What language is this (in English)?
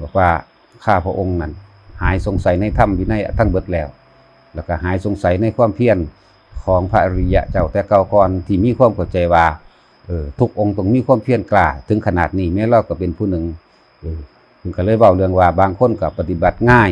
Northeastern Thai